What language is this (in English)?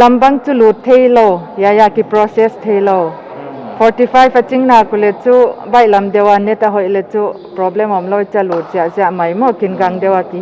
Paite Chin